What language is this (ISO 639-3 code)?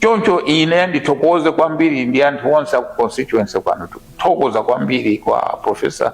nya